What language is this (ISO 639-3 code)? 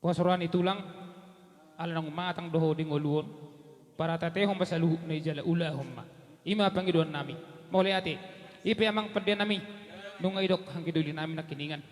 bbc